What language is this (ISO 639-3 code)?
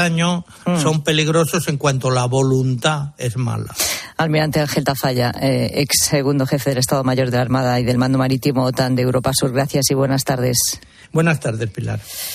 spa